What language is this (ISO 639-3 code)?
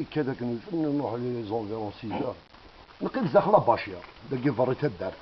kab